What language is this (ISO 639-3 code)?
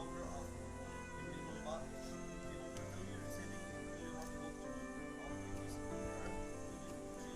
nag